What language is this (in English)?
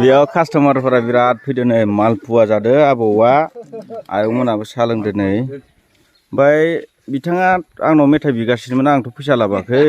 Bodo